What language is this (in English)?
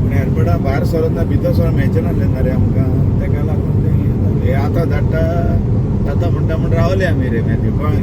Konkani